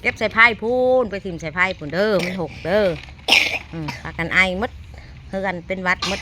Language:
Northeastern Thai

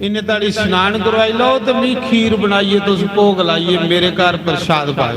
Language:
Dogri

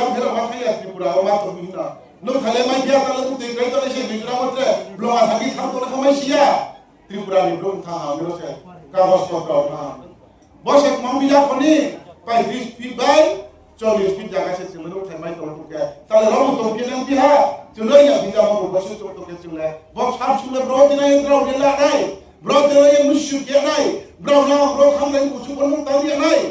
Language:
Riang (India)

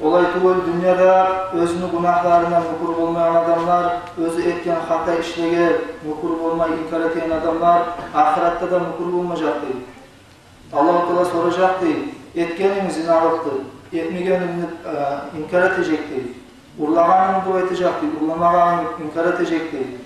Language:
Kumyk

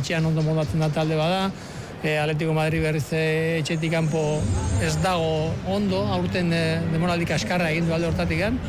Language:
Basque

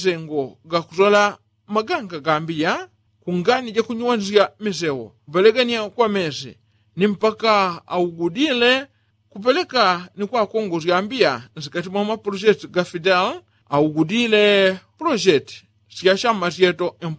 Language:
Yao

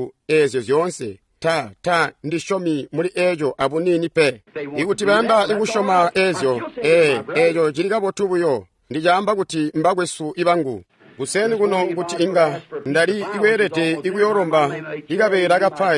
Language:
Tonga (Zambia)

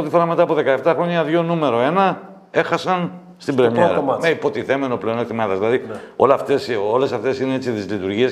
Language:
Greek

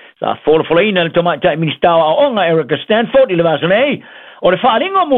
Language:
Samoan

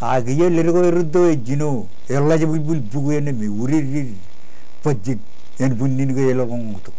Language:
Marshallese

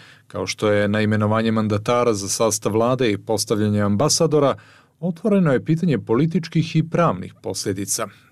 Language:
Bosnian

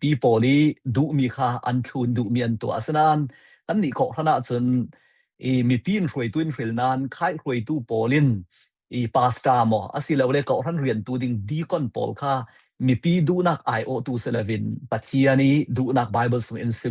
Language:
Falam Chin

